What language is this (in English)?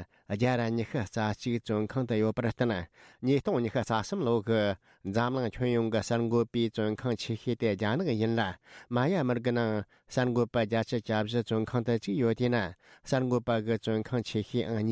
Tibetan